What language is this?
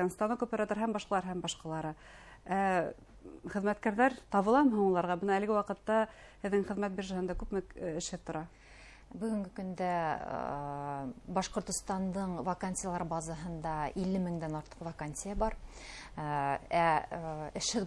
Bashkir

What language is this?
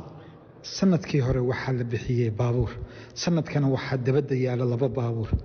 Somali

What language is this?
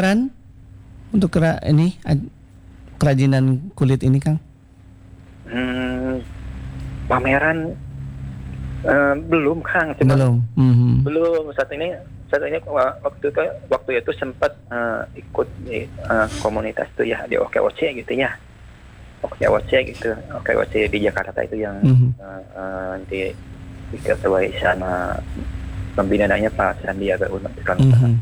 Indonesian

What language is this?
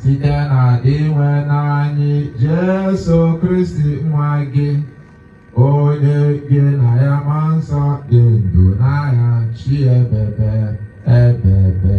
Igbo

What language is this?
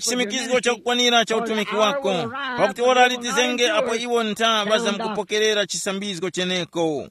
Tumbuka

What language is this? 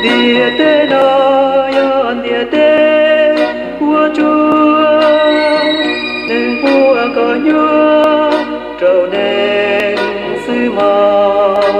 Hmong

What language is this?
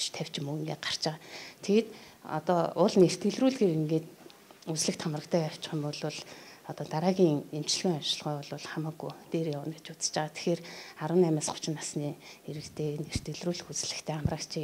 Mongolian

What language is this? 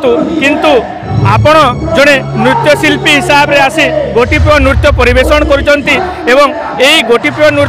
Odia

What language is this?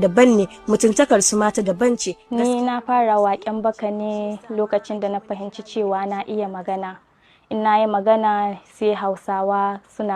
Hausa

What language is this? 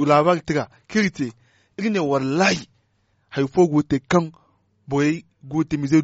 Zarma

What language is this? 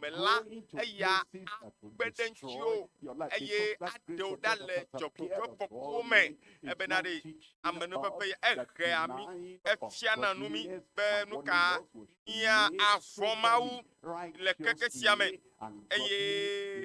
Ewe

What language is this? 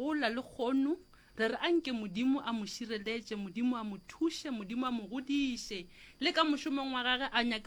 Northern Sotho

